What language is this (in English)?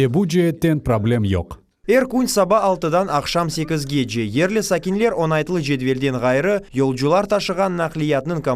Crimean Tatar